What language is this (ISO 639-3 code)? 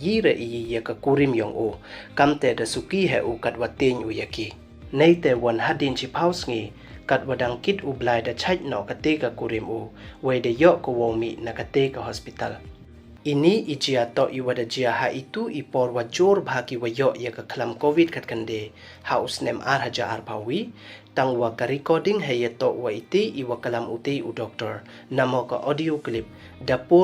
pbv